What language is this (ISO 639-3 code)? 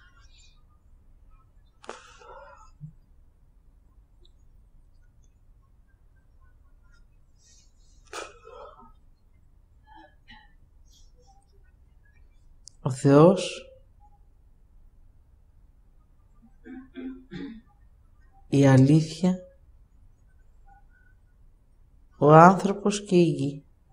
ell